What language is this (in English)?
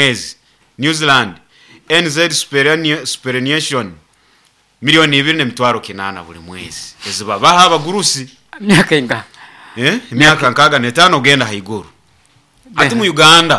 Nyoro